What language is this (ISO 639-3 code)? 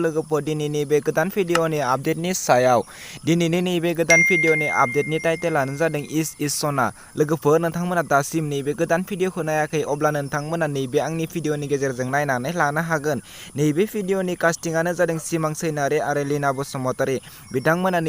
brx